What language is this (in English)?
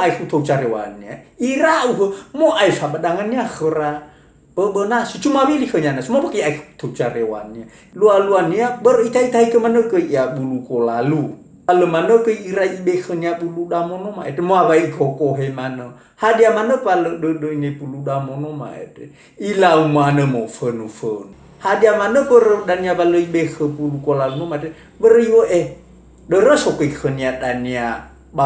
Nias